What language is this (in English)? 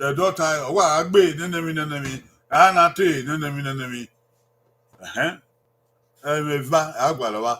Bini